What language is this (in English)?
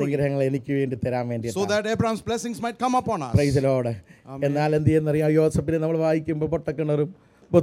Malayalam